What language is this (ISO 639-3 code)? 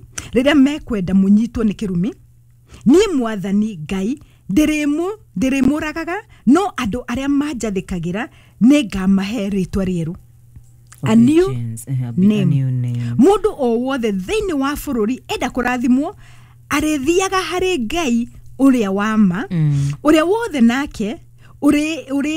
kik